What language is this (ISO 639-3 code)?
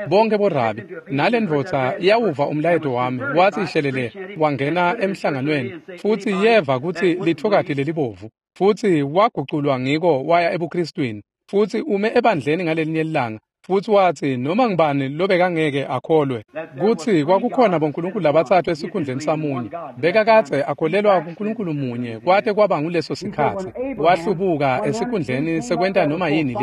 ssw